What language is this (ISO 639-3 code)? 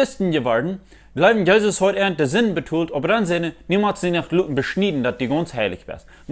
pdt